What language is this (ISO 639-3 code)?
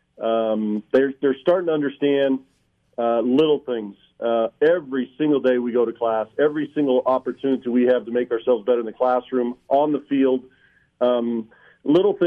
eng